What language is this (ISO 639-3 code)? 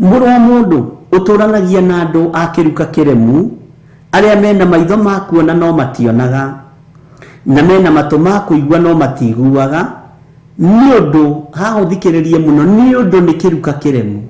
kik